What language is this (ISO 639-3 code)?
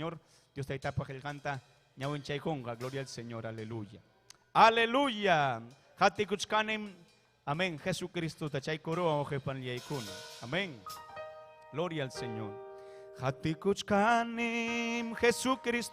quy